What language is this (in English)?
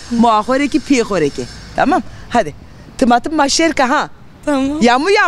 Zaza